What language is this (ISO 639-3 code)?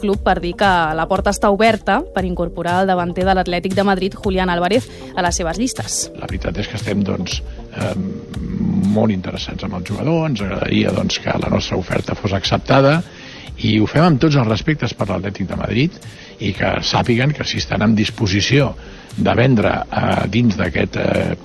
cat